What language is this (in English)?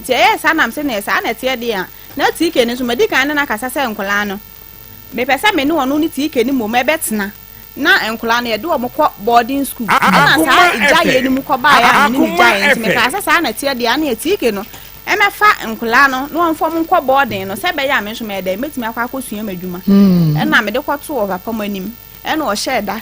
Akan